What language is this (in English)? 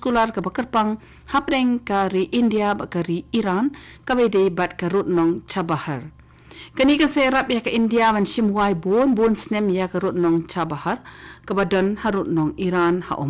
Khasi